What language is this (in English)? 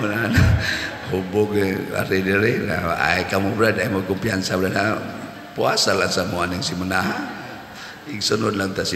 Cebuano